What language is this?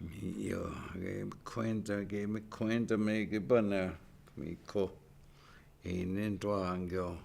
Chippewa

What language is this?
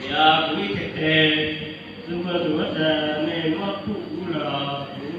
Hmong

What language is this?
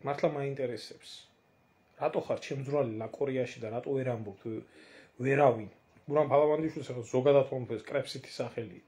Georgian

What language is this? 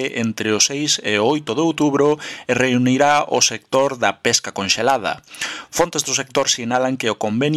Galician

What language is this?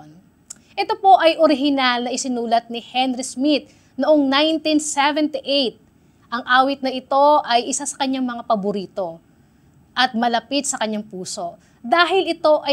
Filipino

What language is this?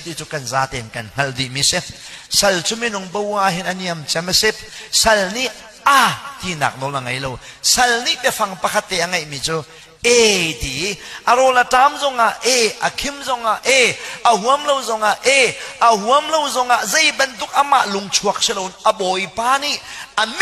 Hakha Chin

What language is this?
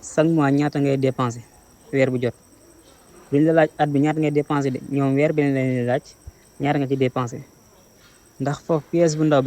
Wolof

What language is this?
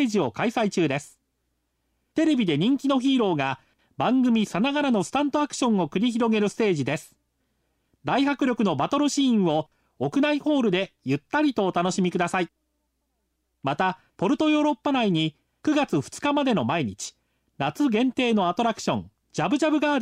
Japanese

